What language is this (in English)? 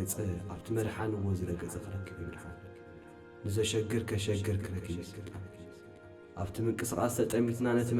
Tigrinya